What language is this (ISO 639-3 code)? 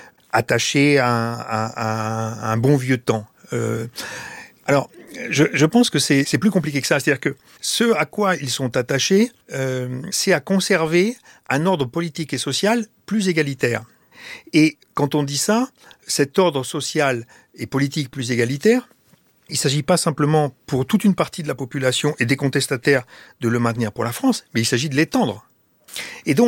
fra